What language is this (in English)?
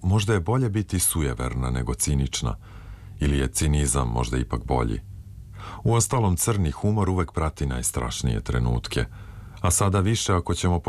Serbian